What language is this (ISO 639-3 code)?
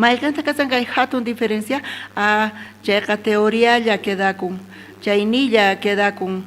quh